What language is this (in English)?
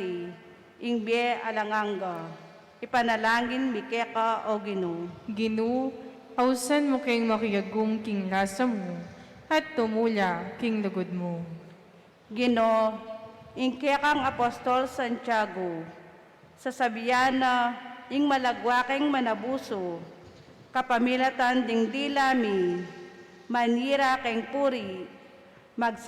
Pampanga